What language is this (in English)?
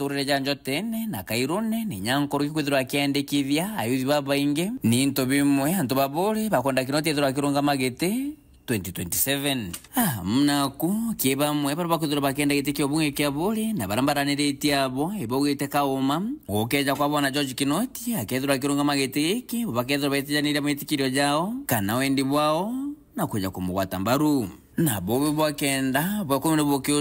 Meru